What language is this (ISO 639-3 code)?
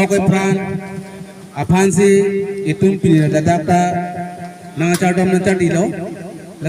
mjw